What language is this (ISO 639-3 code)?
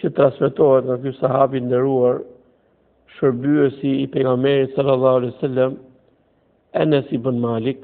sqi